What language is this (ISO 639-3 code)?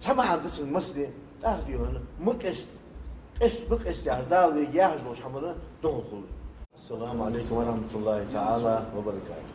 inh